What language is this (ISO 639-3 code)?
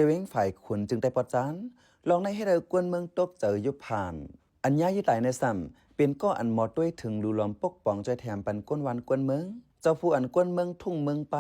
shn